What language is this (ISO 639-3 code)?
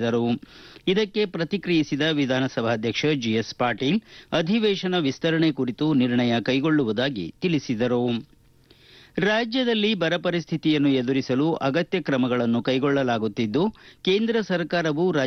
kan